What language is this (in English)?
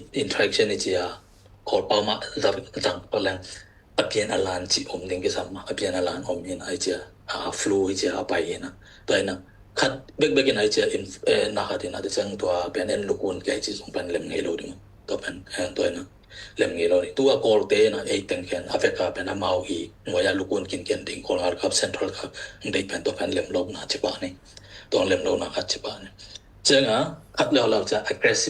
Tedim Chin